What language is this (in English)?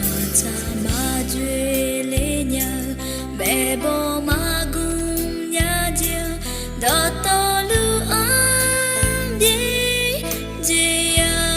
Akha